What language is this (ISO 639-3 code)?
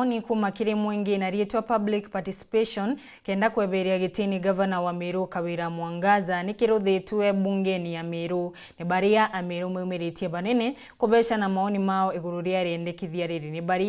mer